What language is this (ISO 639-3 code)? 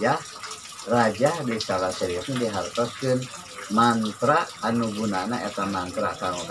sun